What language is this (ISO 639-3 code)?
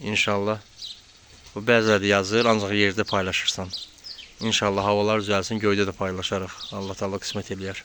aze